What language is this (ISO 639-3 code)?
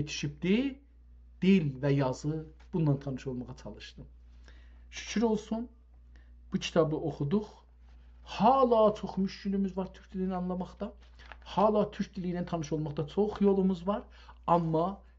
azb